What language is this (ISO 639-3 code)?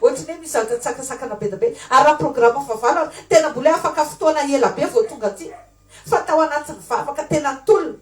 mlg